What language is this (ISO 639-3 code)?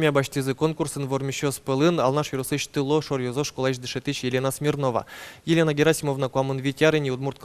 udm